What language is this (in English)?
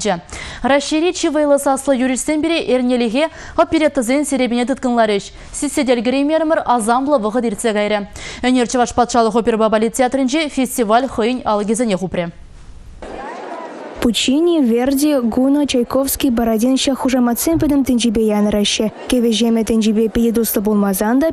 Chuvash